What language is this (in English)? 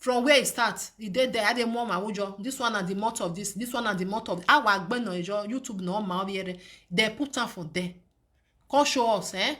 Nigerian Pidgin